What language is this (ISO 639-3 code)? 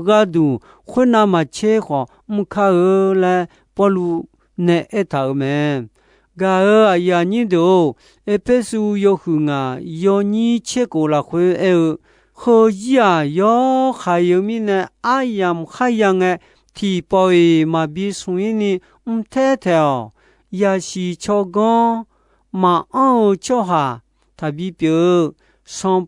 ahk